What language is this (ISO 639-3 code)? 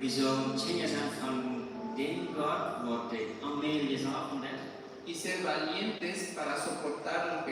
pdt